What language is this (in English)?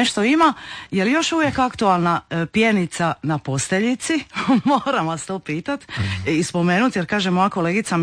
Croatian